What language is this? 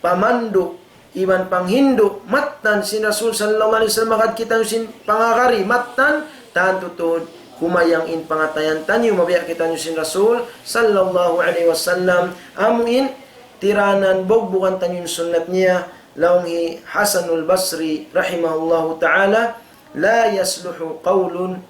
Tausug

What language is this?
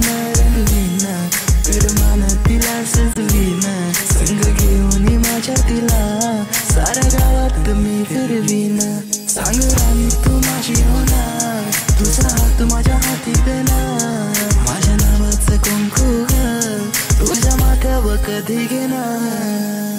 Marathi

